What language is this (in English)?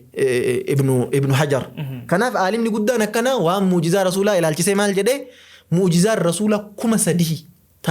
Oromo